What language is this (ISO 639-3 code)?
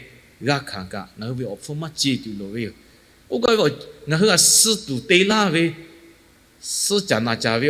lhu